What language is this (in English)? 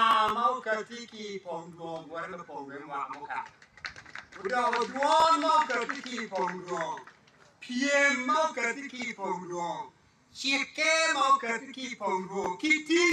Acoli